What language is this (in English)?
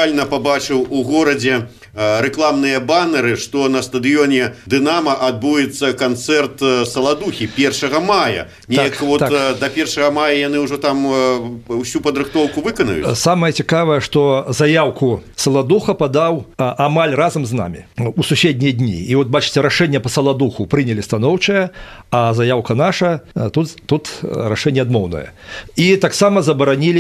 Belarusian